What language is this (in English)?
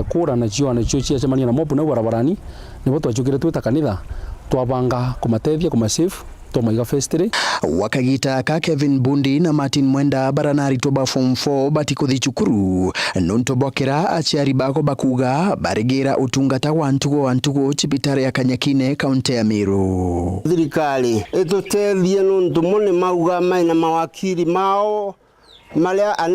Meru